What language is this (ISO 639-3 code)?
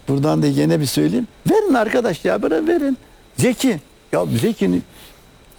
tur